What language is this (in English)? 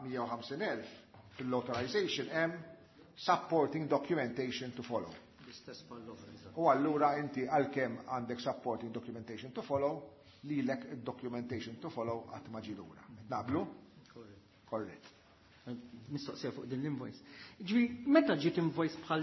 Maltese